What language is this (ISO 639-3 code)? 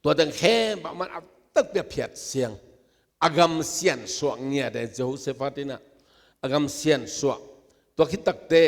ctd